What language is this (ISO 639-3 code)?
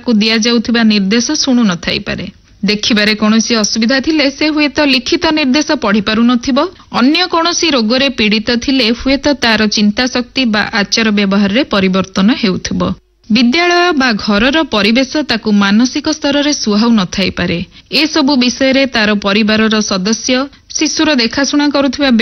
ori